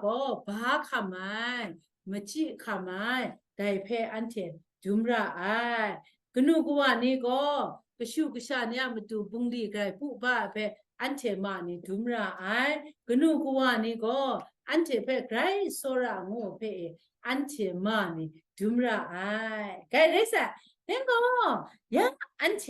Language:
Kachin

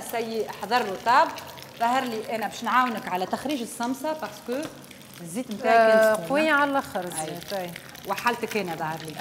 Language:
Tunisian Arabic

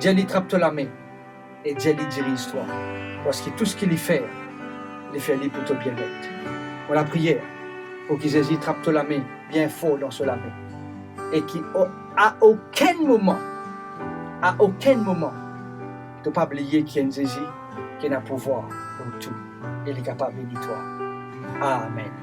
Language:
Morisyen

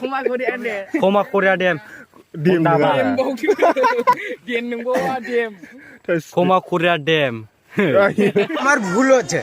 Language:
Bodo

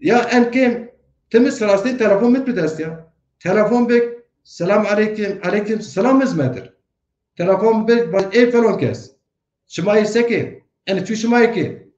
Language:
Zaza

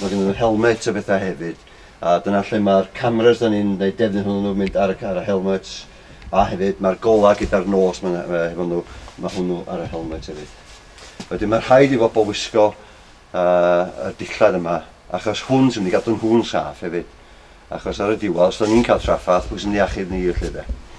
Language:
Welsh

